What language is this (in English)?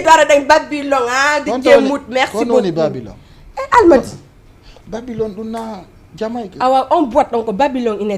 Fula